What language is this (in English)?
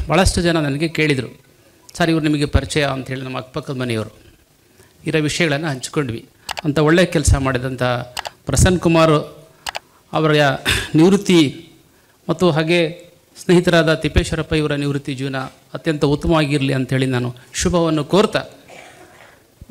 Kannada